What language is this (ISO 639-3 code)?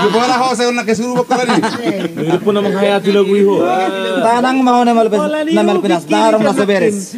bbc